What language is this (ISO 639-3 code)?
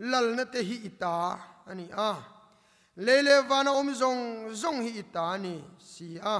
lus